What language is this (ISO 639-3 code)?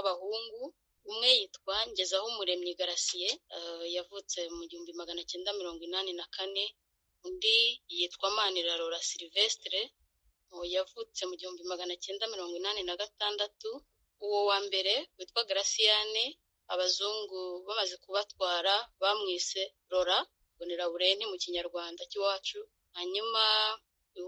kin